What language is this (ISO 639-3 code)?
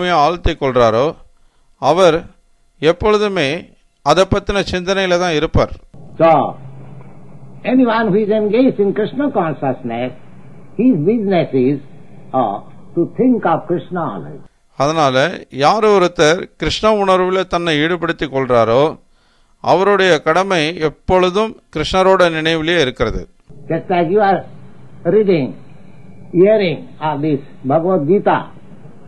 tam